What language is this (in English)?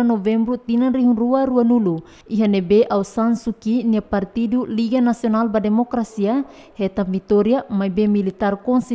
Tetum